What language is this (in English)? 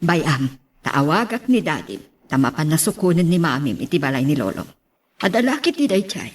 Iloko